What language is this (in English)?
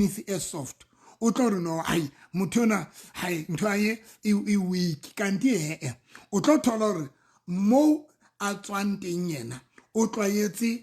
Southern Sotho